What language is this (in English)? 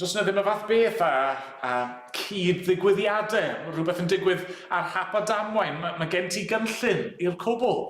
Welsh